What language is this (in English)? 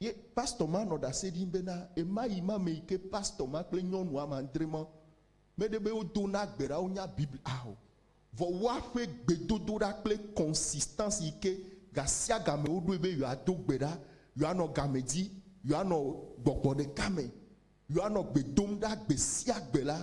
Ewe